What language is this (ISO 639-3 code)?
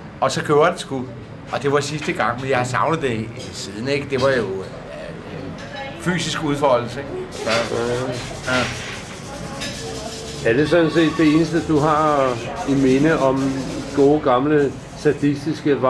dan